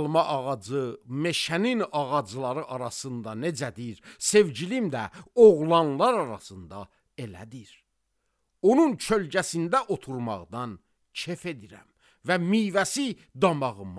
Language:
Azerbaijani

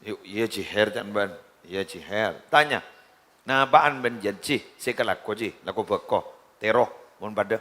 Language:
Madurese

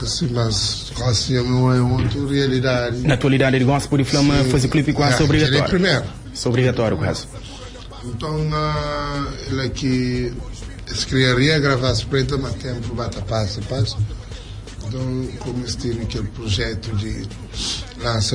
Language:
Kabuverdianu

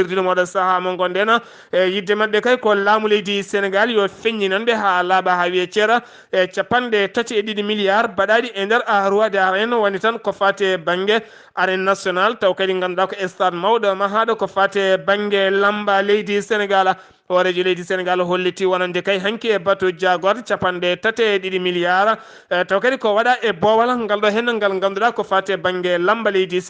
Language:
Fula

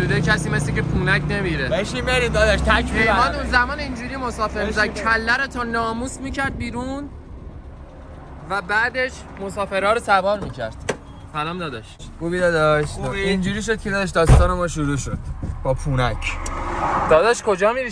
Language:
Persian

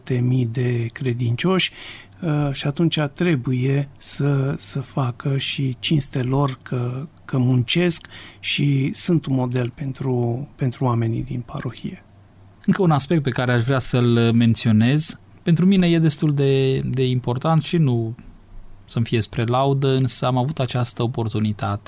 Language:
Romanian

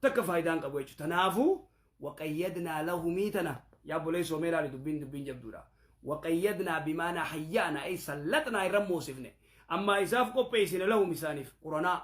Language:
Oromo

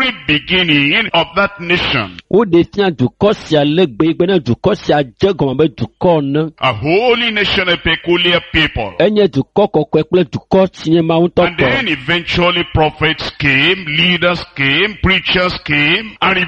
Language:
Ewe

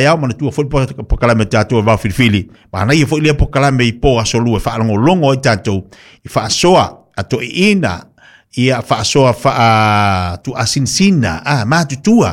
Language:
Samoan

